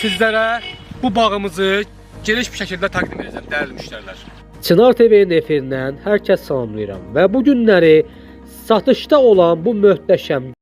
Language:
Azerbaijani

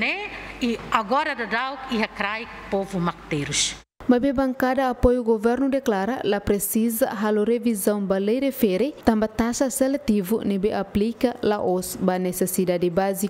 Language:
Tetum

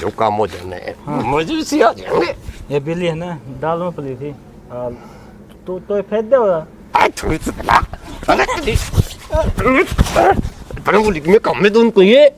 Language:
Haryanvi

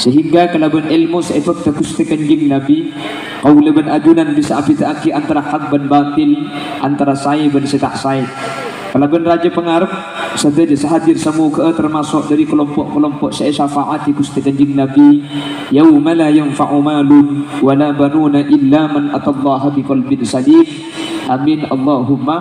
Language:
Madurese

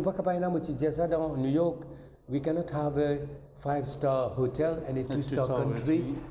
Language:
Morisyen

